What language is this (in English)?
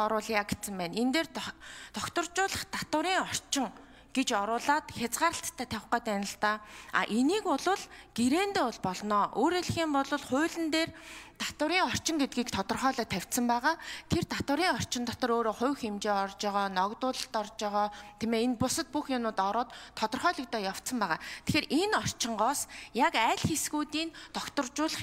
Mongolian